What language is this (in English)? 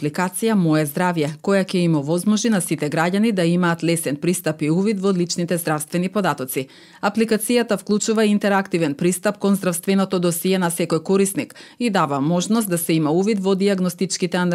Macedonian